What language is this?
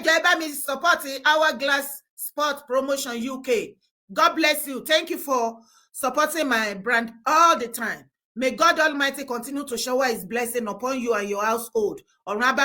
Yoruba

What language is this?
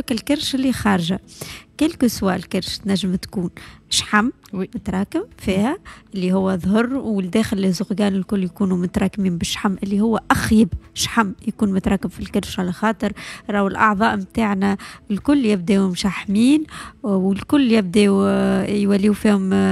Tunisian Arabic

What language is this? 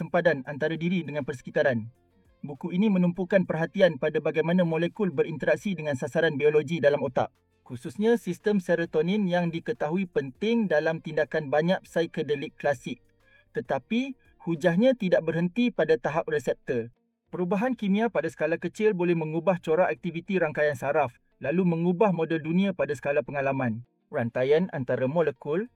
Malay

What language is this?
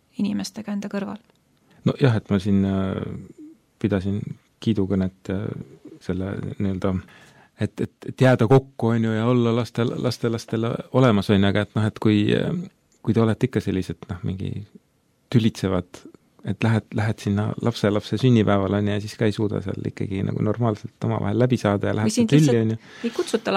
Estonian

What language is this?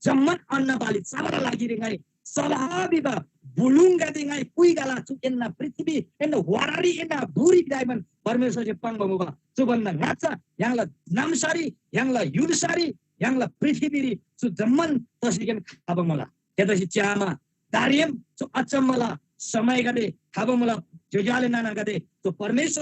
Eastern Tamang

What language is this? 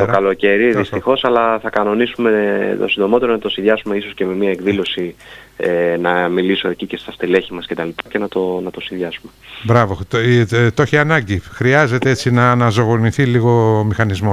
Greek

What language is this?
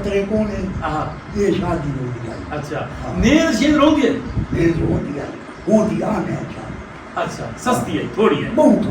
Saraiki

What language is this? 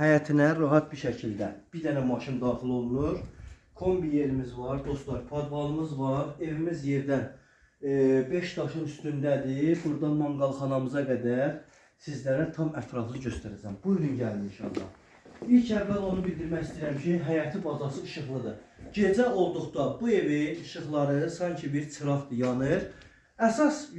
Azerbaijani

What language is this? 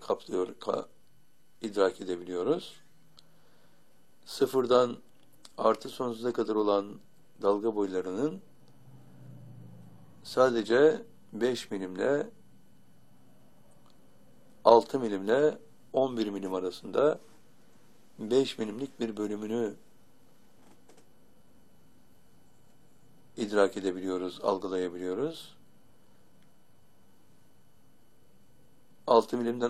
Turkish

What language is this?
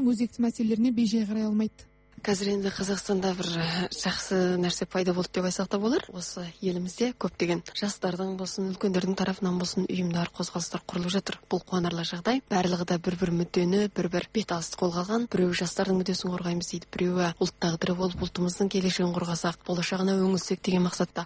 Kazakh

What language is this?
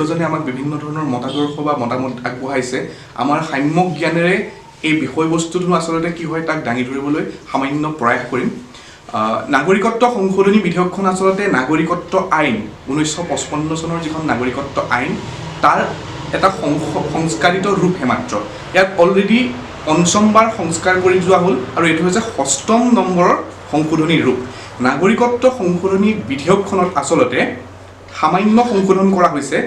Assamese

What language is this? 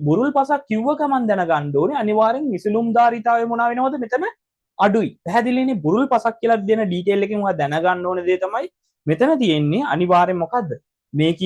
Sinhala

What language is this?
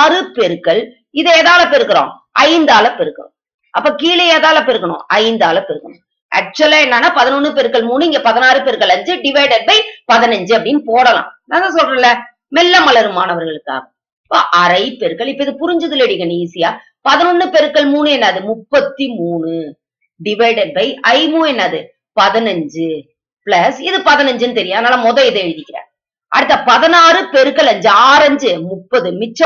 Tamil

